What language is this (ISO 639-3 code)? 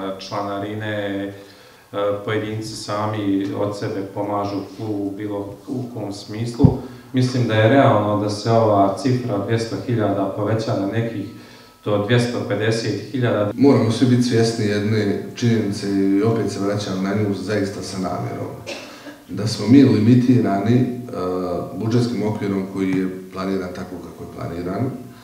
bos